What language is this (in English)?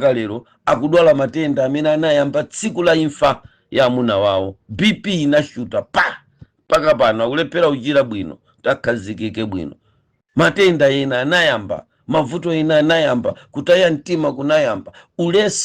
Nyanja